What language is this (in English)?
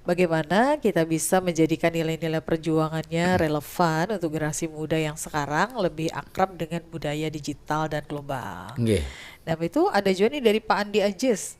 Banjar